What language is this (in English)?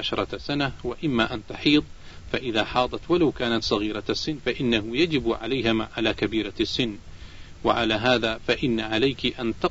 Arabic